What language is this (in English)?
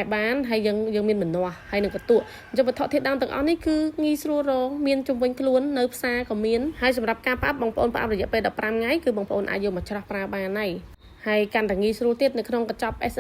Khmer